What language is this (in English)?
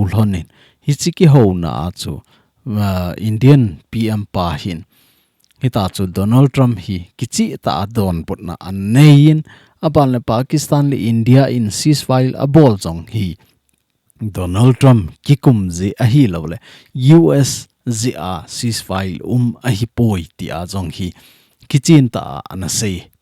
Thado Chin